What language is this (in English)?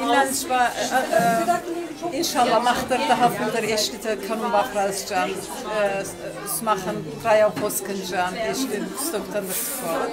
Ossetic